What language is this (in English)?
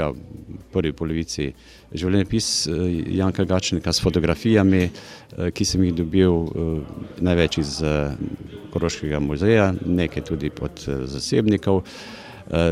Slovenian